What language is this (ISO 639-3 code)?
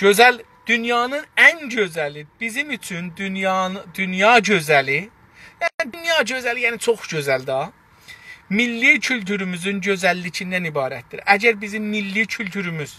azb